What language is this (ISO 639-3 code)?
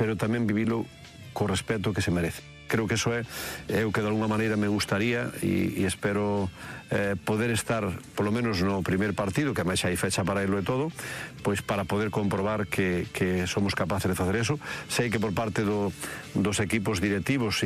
glg